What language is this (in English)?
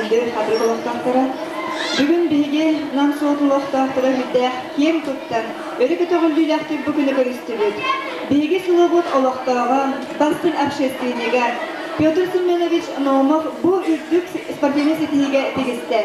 Yakut